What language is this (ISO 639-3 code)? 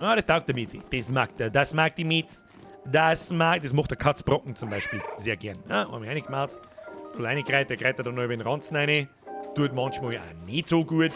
bar